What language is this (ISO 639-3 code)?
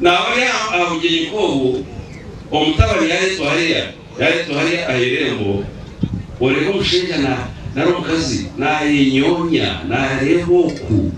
nyn